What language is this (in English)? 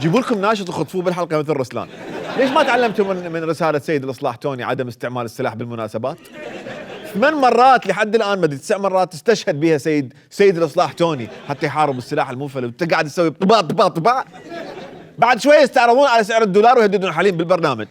Mesopotamian Arabic